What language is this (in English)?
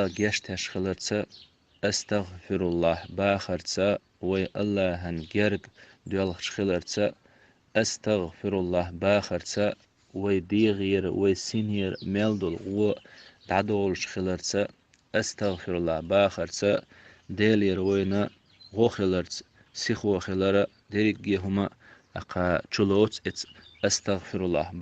Chechen